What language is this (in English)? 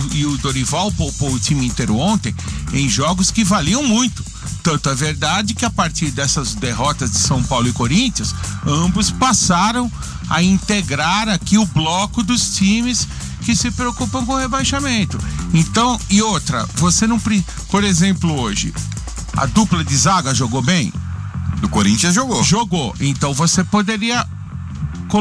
Portuguese